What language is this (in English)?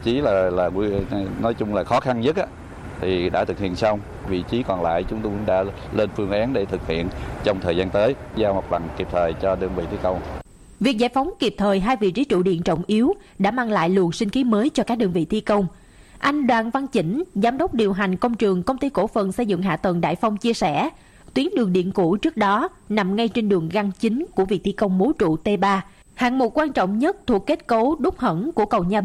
Vietnamese